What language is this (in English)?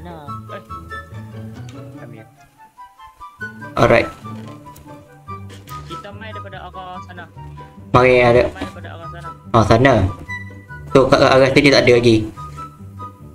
Malay